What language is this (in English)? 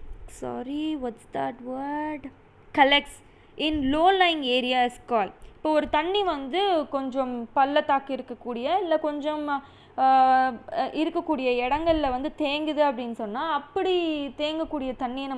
Tamil